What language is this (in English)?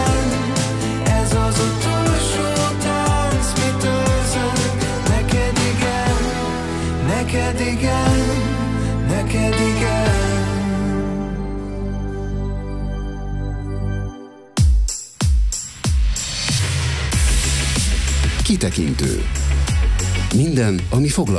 Hungarian